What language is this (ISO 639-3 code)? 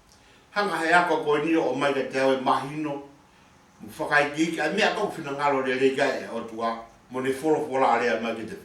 ton